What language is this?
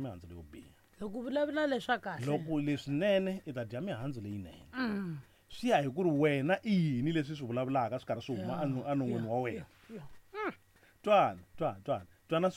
Tsonga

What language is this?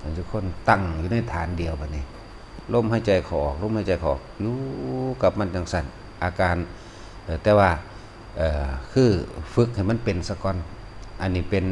Lao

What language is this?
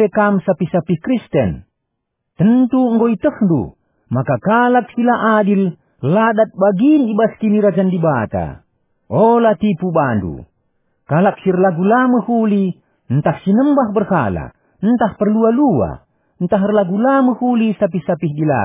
Batak Karo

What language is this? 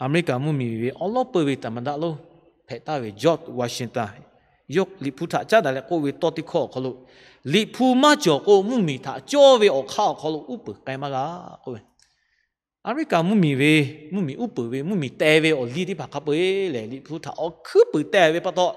Lahu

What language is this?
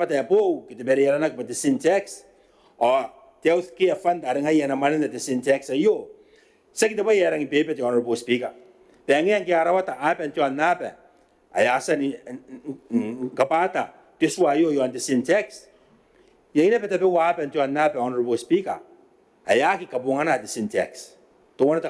Gilbertese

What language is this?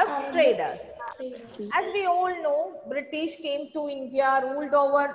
English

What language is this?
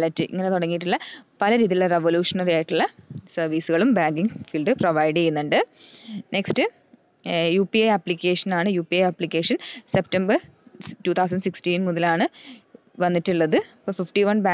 Malayalam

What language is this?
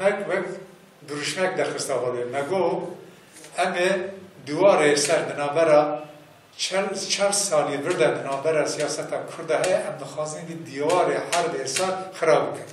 Kurdish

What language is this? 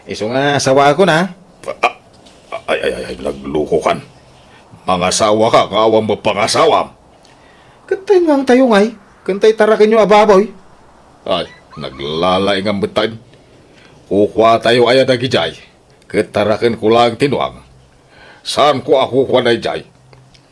Iloko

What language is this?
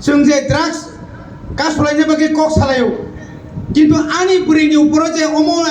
Kok Borok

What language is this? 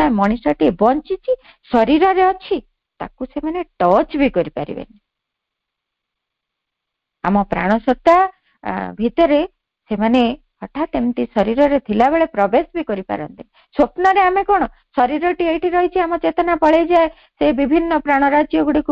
Odia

